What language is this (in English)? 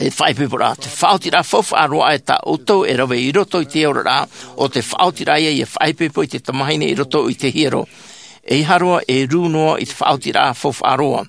Tahitian